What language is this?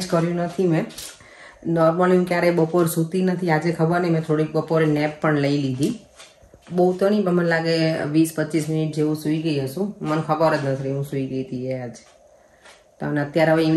Gujarati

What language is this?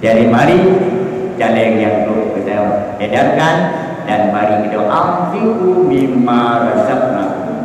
Achinese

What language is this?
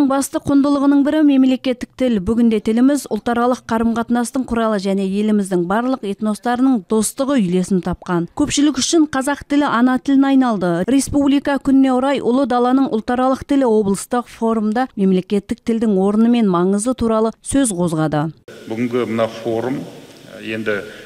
Kazakh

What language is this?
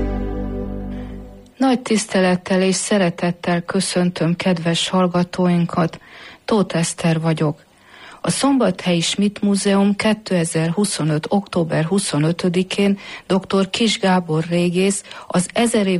Hungarian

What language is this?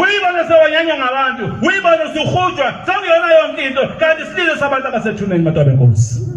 Zulu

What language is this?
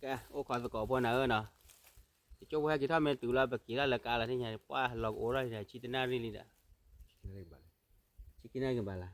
S'gaw Karen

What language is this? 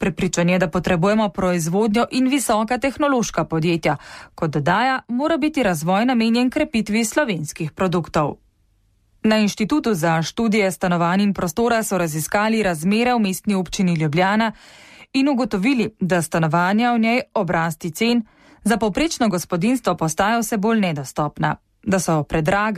Slovenian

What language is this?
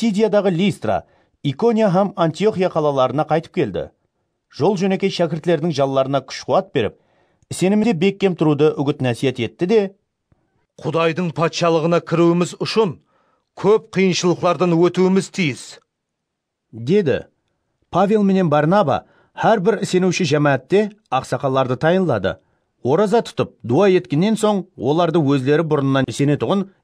Kara-Kalpak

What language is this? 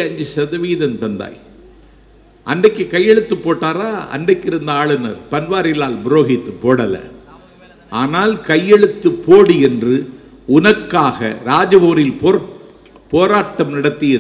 Tamil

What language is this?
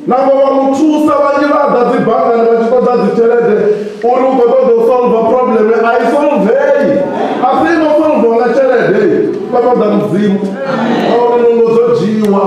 Venda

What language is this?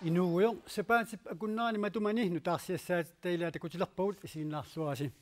Kalaallisut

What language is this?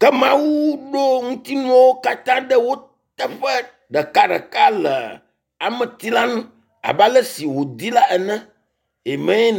Ewe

